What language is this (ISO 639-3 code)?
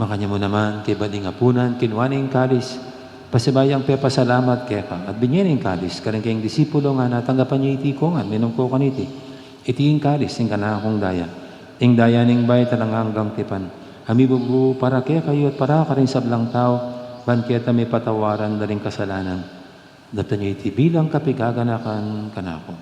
pam